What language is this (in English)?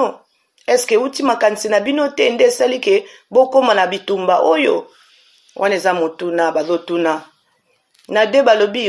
Lingala